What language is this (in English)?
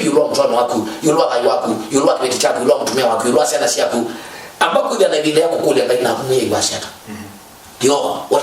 Kamba